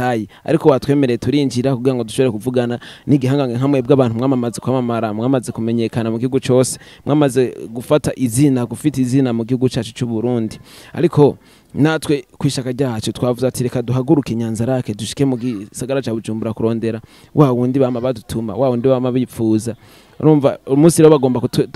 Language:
Rundi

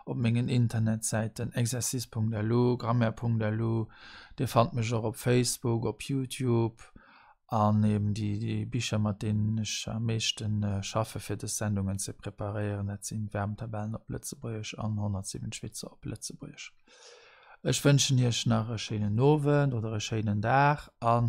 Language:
Luxembourgish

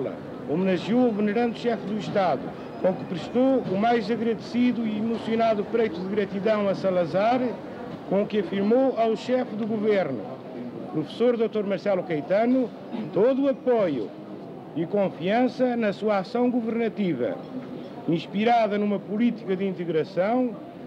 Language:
Portuguese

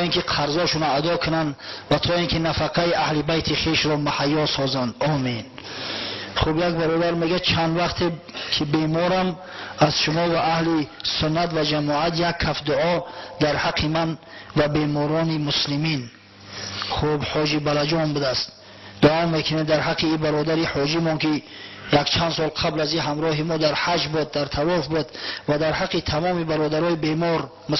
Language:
Tajik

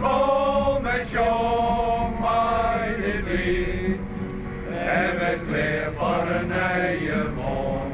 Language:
Western Frisian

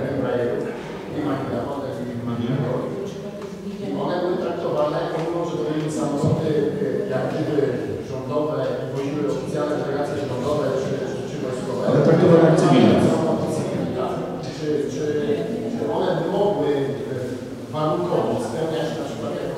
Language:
Polish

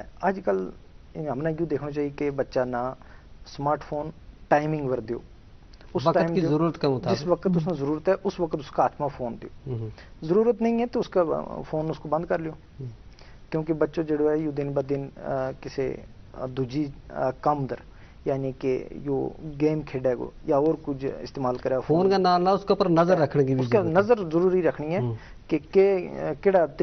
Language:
Gujari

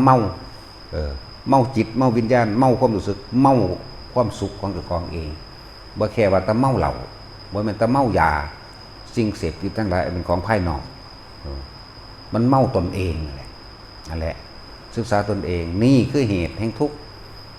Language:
Northeastern Thai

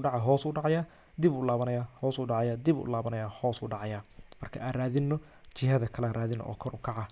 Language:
Somali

